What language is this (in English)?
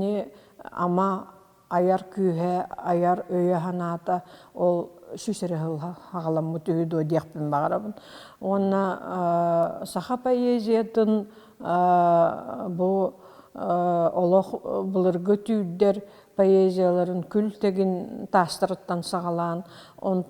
Yakut